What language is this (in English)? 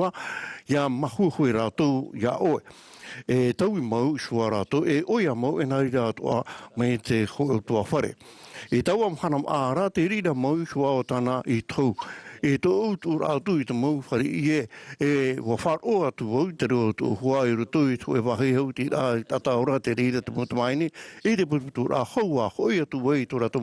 Tahitian